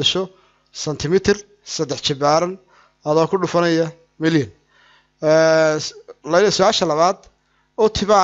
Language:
Somali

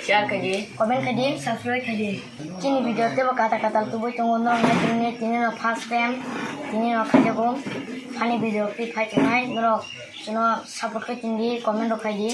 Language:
Kok Borok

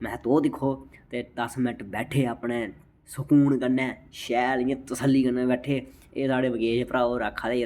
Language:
Dogri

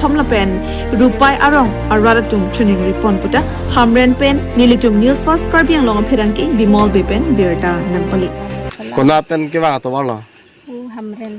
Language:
Karbi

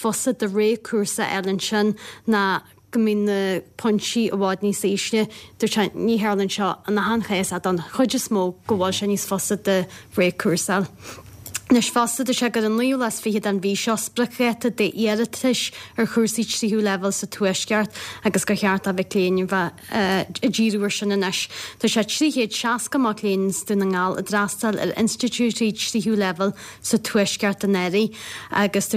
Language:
Irish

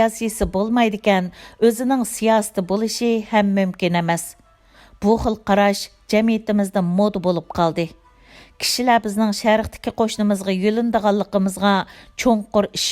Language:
Uyghur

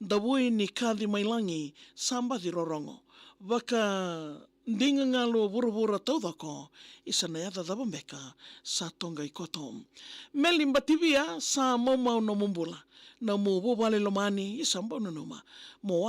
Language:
Fijian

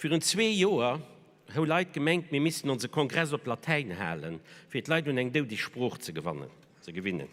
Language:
Luxembourgish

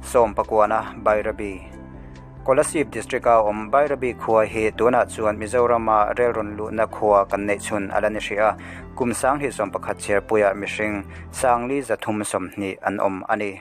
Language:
Mizo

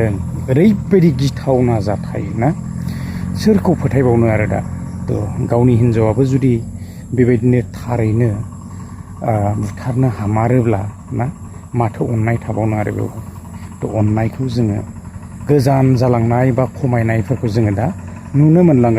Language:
Bodo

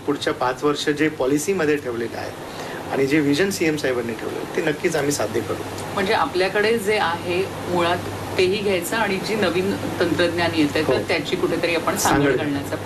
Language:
Marathi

